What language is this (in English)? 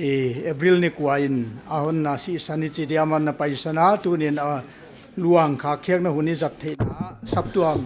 Paite Chin